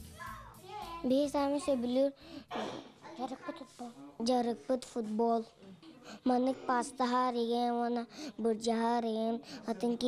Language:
Yakut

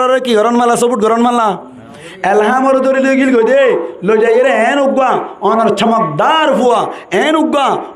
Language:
Rohingya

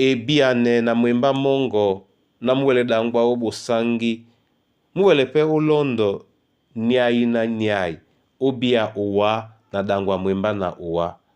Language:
Duala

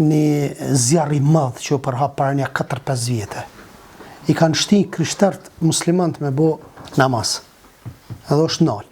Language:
Albanian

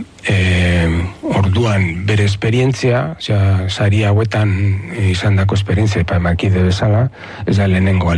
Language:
Basque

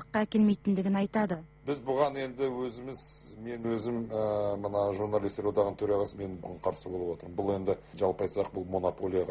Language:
Kazakh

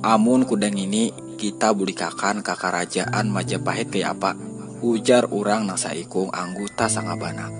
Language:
Banjar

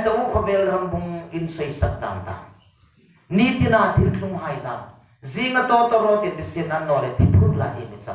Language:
Hmar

